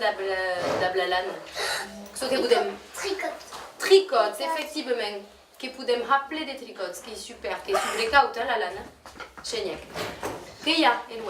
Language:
Occitan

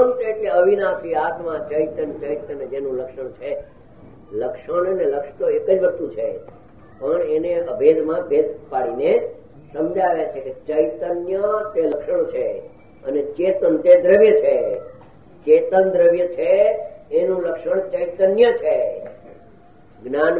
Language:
Gujarati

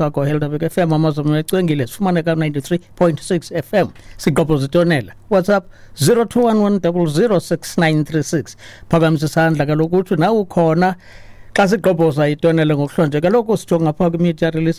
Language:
Xhosa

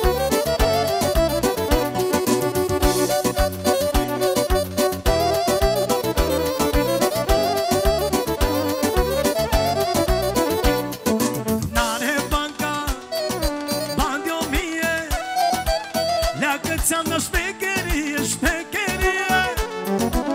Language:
Romanian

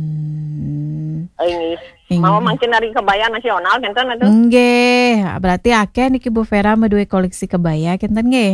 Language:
Balinese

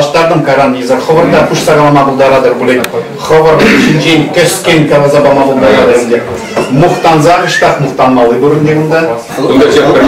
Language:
Chuvash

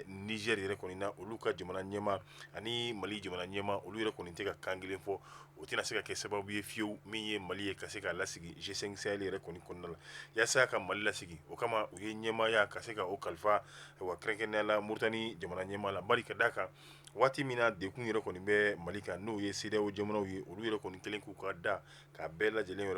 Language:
Bambara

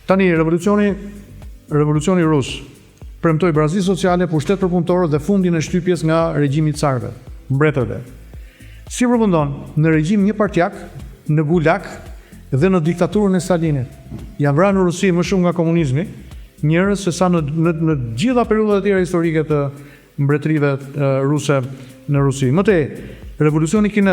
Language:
Albanian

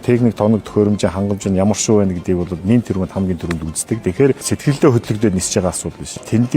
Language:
Mongolian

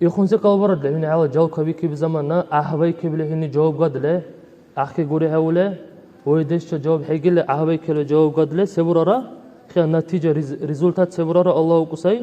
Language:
Dargwa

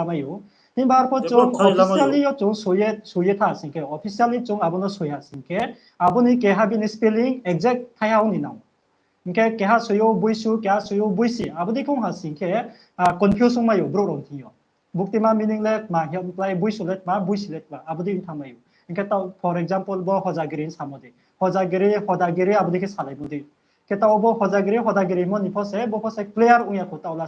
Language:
Riang (India)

